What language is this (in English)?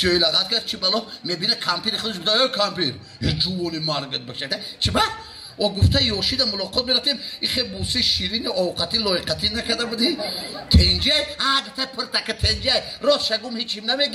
Tajik